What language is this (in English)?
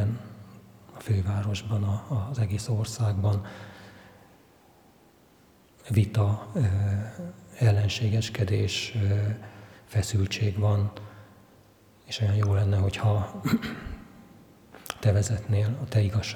Hungarian